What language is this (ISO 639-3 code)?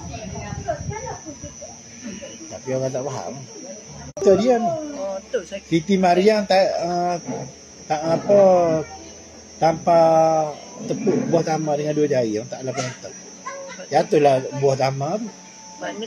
msa